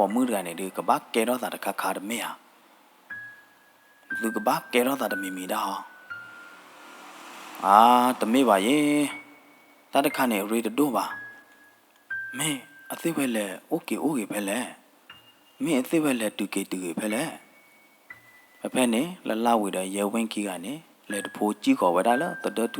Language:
S'gaw Karen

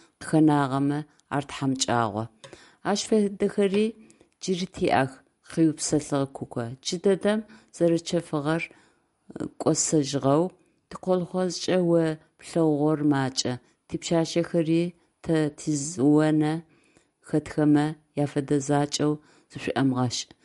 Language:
Adyghe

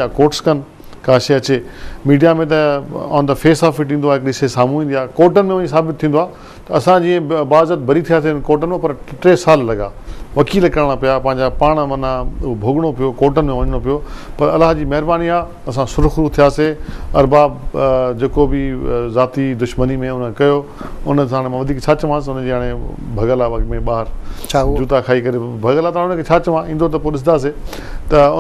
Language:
Sindhi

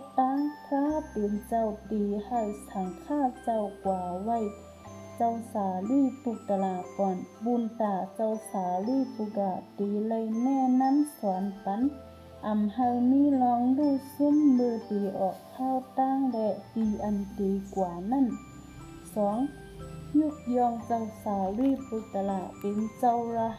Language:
Shan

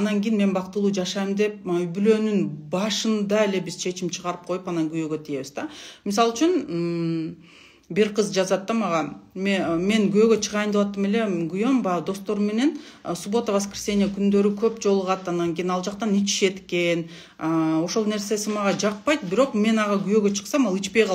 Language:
Kyrgyz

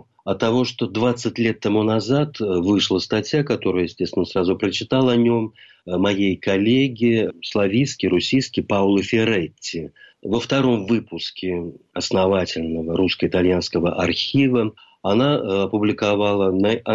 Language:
Russian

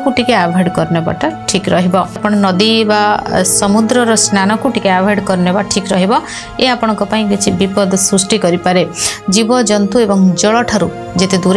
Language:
Odia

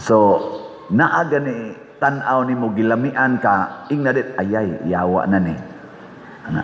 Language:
Cebuano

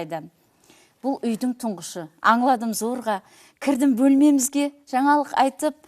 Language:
Kara-Kalpak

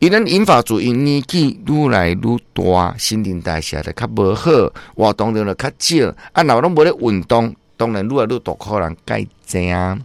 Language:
Min Nan Chinese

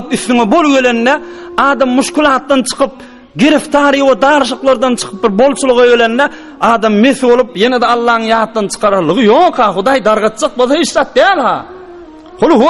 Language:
Turkmen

